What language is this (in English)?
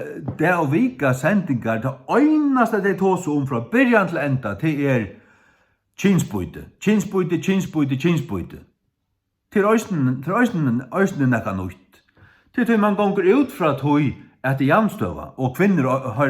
Faroese